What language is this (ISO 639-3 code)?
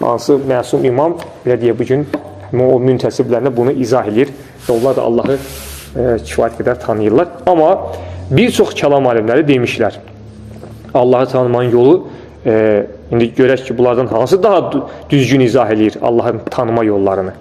aze